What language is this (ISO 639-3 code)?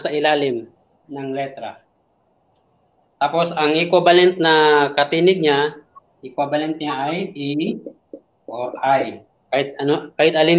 fil